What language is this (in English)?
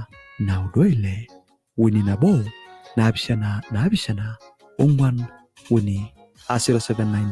Masai